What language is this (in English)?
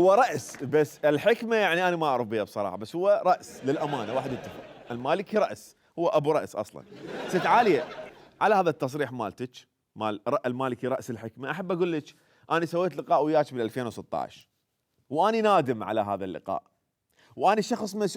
Mesopotamian Arabic